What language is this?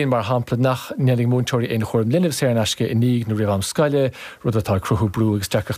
Irish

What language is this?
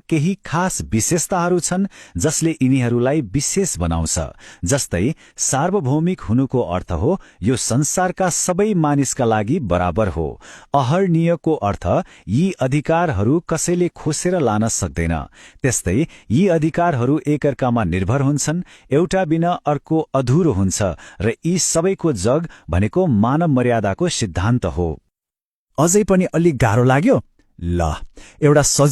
Nepali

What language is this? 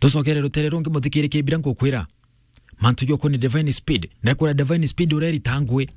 Meru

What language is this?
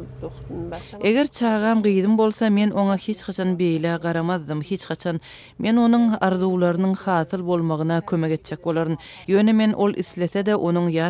Turkmen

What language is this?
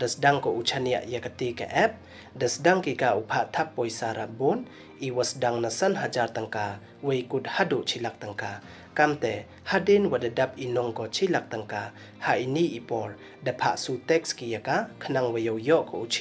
Pnar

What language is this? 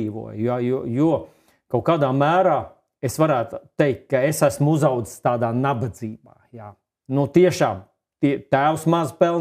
Latvian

